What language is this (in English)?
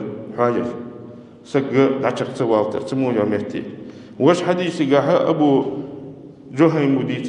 Ingush